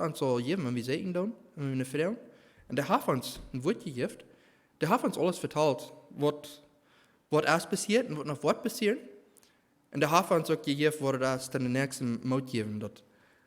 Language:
Plautdietsch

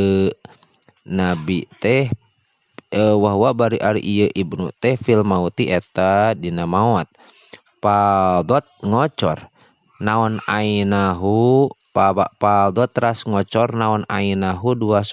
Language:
Sundanese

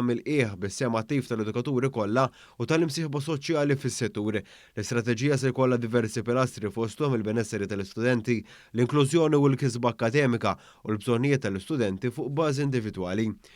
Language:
Maltese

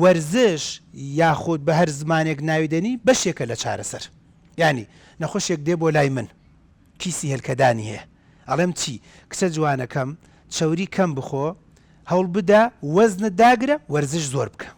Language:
Central Kurdish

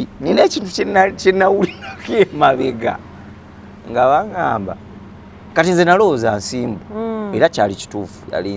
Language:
Ganda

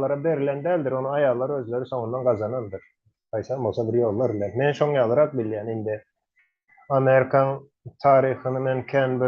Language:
Turkmen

